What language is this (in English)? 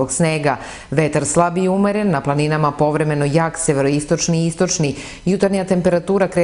Serbian